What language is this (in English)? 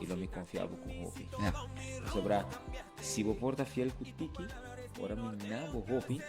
Papiamento